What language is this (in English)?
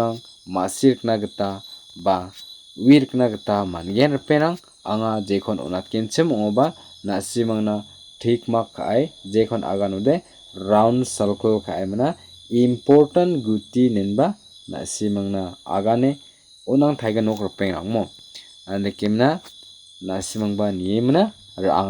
Garo